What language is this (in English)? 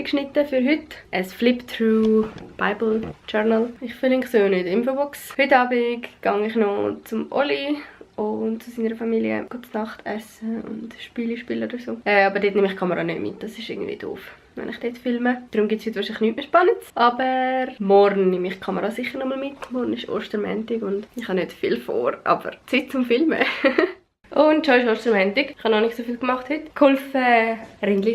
Swiss German